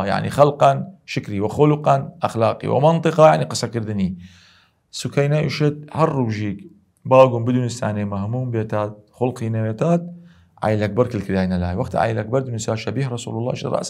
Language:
Southern Kurdish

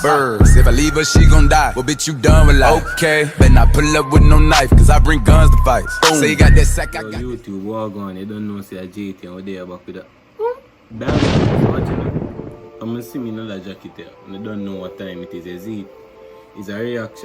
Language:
Jamaican Creole English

